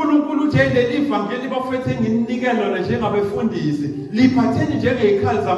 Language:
Zulu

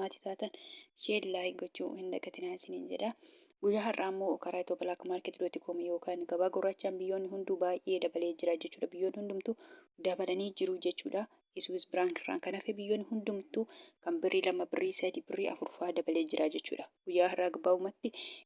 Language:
Oromo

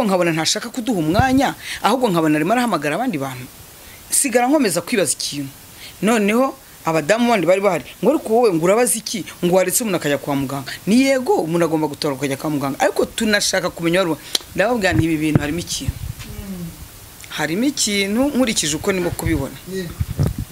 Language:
Kinyarwanda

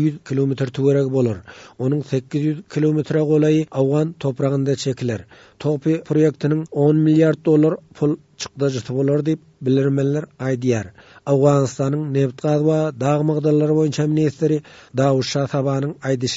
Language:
Turkmen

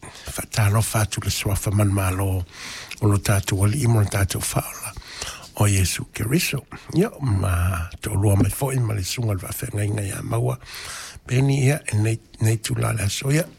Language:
Samoan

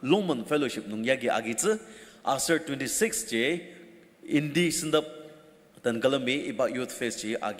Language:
Ao Naga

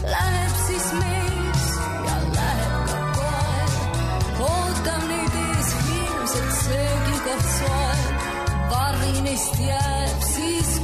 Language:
Estonian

